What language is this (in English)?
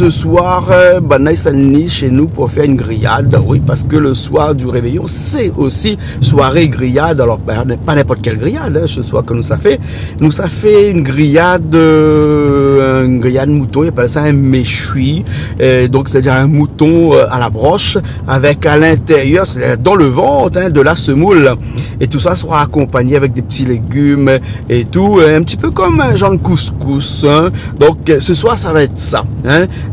Réunion Creole French